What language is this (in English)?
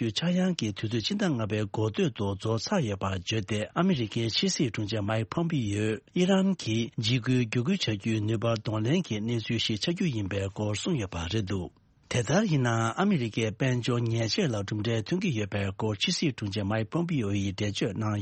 Tibetan